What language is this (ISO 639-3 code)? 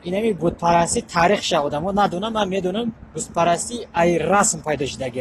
tgk